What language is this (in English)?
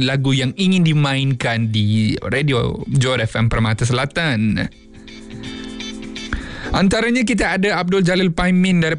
Malay